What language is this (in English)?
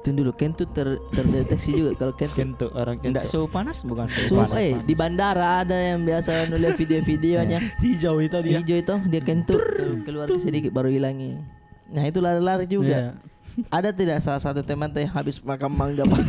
Makassar Malay